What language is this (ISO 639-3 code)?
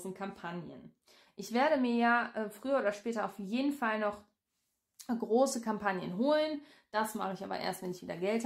deu